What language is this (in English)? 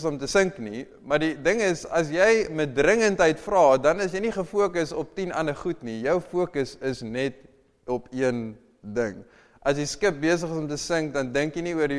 Afrikaans